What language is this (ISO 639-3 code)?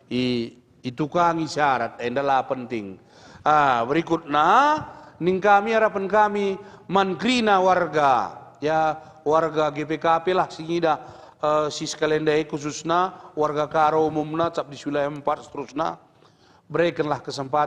btx